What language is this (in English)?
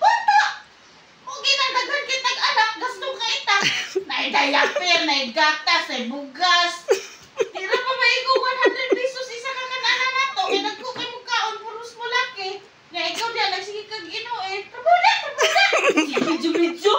Cebuano